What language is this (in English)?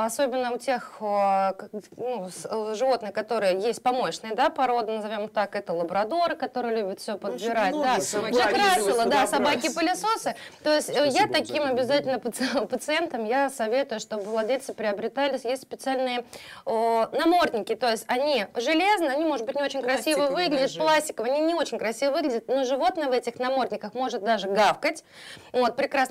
Russian